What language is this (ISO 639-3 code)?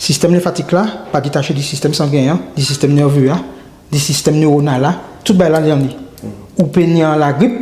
gcf